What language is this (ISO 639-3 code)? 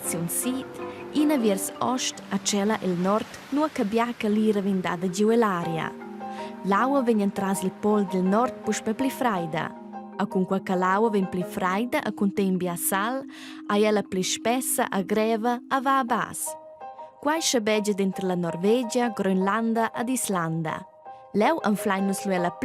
roh